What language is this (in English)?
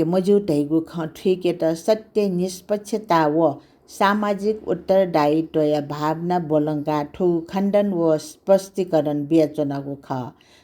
Newari